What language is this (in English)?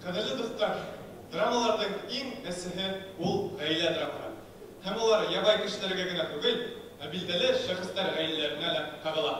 Bashkir